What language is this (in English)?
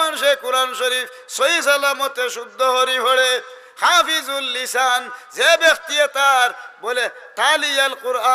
Sylheti